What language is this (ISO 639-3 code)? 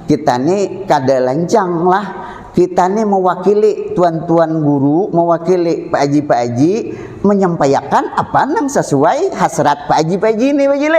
bjn